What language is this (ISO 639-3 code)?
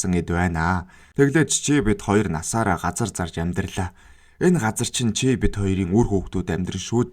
mon